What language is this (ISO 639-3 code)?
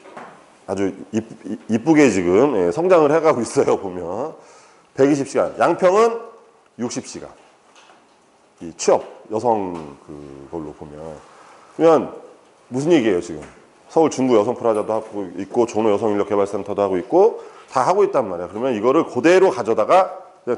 kor